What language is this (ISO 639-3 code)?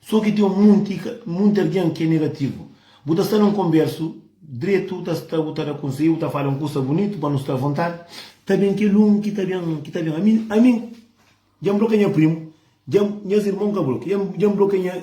kea